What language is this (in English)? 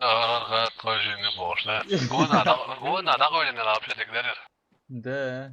Chechen